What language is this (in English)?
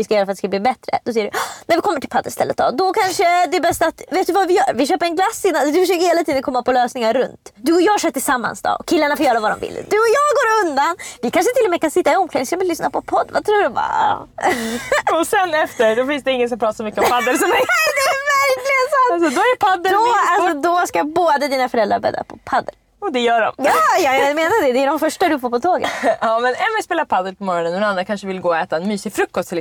Swedish